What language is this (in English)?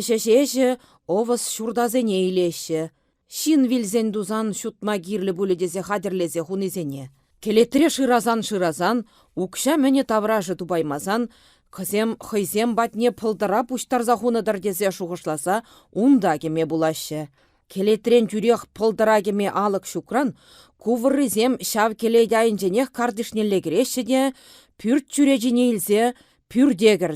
Chuvash